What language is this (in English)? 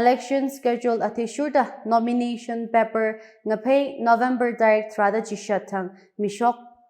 Tangkhul Naga (India)